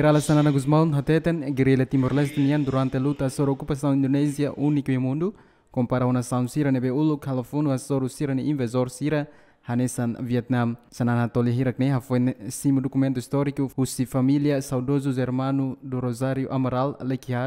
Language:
Tetum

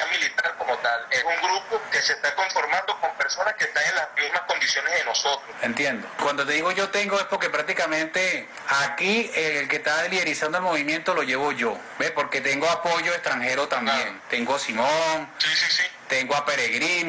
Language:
Spanish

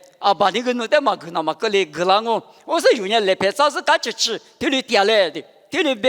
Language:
Lisu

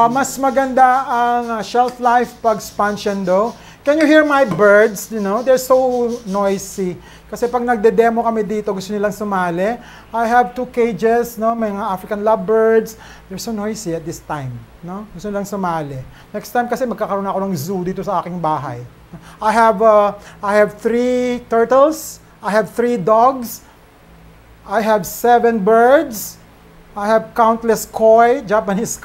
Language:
Filipino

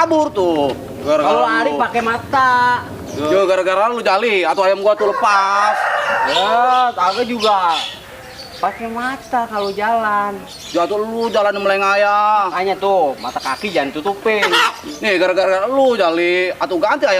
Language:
Betawi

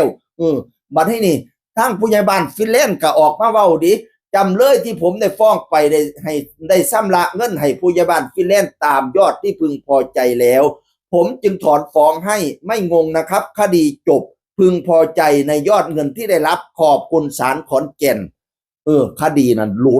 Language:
Northeastern Thai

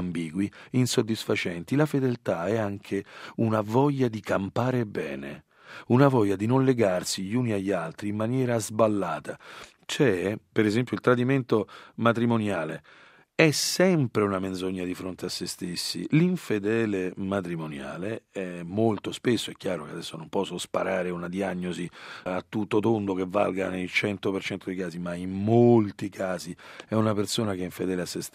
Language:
Italian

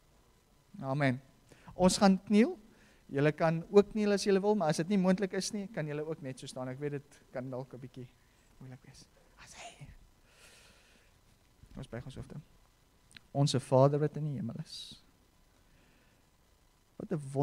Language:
Afrikaans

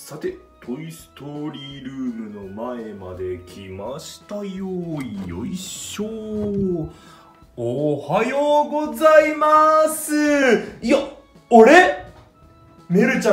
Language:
Japanese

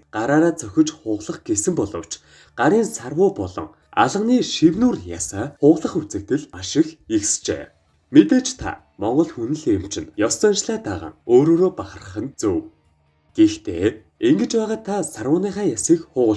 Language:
Mongolian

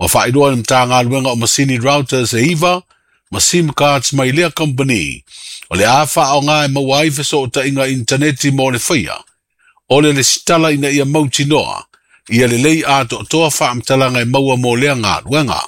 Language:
Samoan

